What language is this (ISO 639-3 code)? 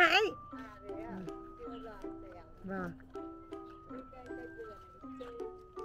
vie